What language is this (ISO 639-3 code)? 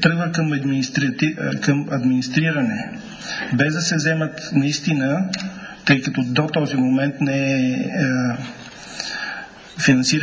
bul